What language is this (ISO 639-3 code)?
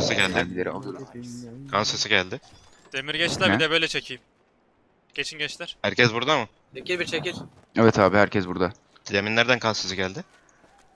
tur